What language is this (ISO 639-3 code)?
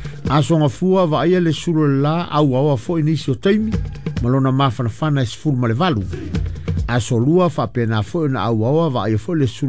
smo